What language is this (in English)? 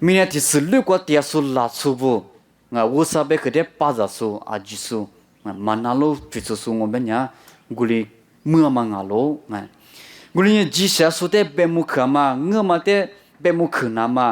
Lisu